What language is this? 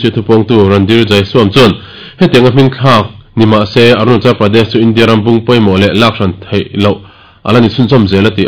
Mizo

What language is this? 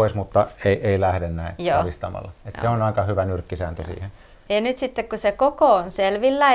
Finnish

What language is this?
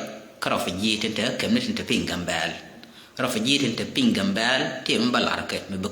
Nuer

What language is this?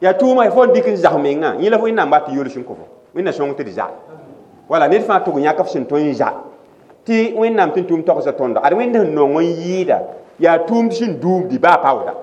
Mossi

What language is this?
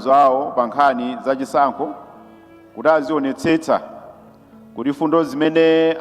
Nyanja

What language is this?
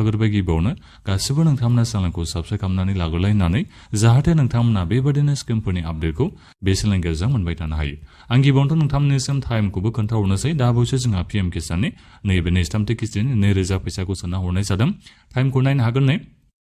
Bodo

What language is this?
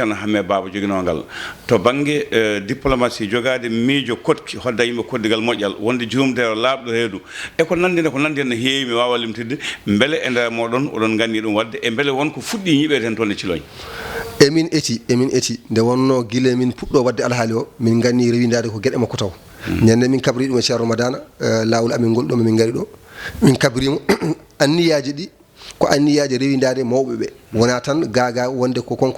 Fula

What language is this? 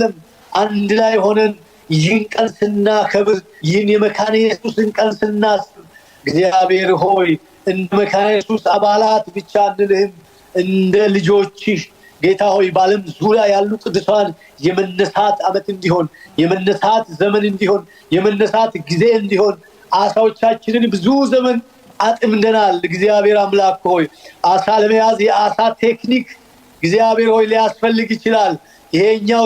Amharic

